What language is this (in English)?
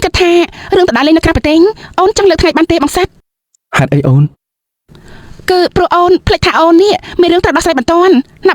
Khmer